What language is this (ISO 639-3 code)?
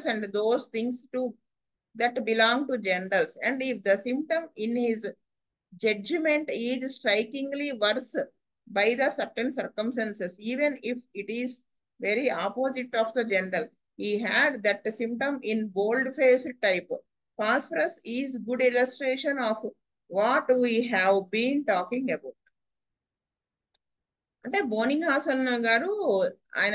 tel